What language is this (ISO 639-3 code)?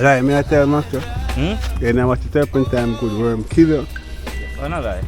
jam